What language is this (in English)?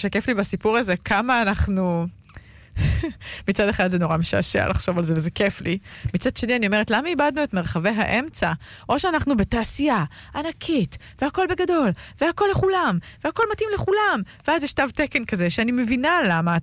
Hebrew